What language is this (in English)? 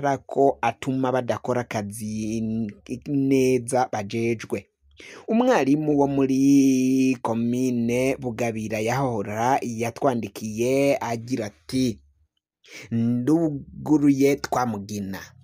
Rundi